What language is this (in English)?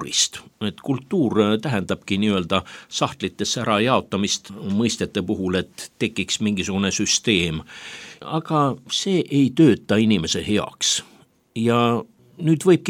Estonian